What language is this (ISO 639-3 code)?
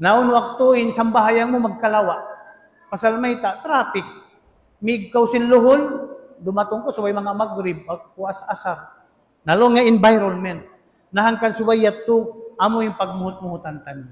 tsg